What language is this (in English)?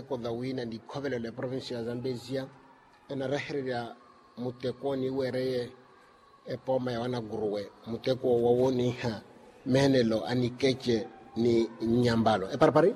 Makhuwa